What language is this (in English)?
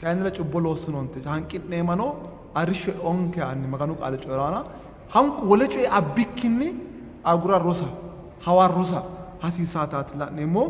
Sidamo